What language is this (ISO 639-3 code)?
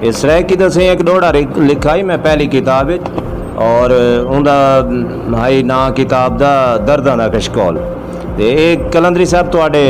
skr